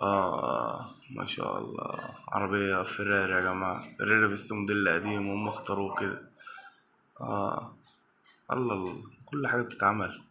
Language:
Egyptian Arabic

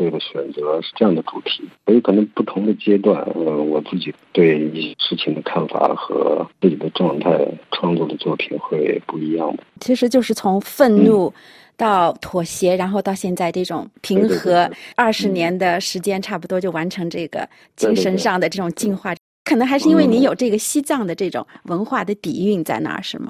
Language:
Chinese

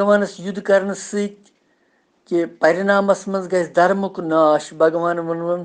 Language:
Kashmiri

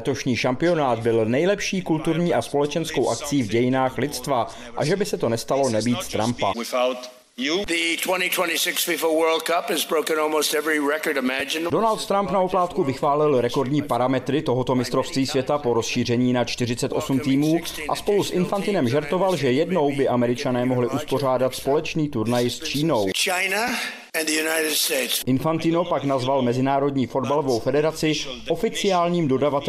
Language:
Czech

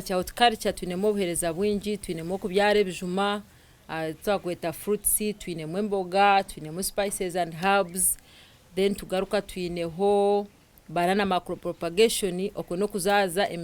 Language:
Nyankole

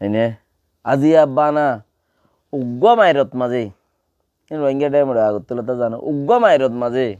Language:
Rohingya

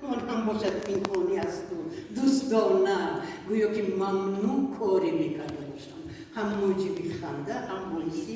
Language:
Tajik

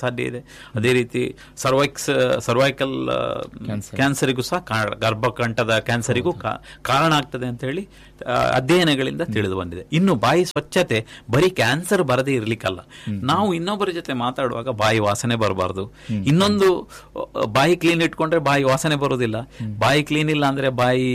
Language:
Kannada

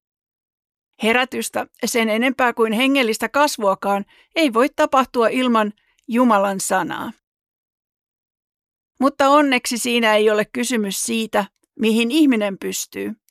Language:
Finnish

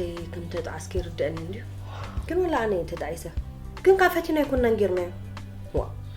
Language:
Tigrinya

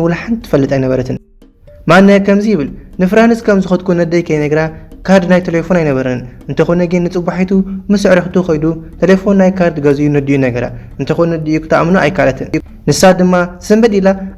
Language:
Tigrinya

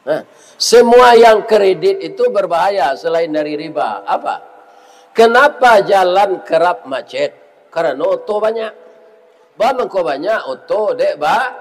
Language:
Minangkabau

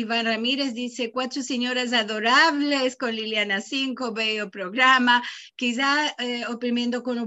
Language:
Ladino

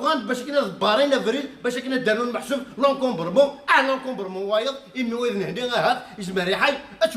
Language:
Kabyle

